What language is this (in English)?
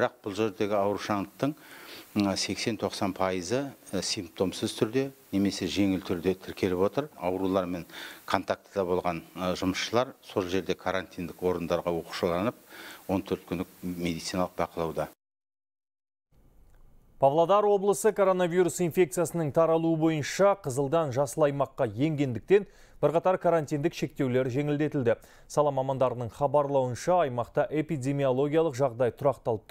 Kazakh